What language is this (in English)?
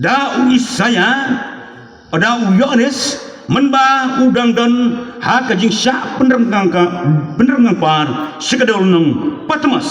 Khasi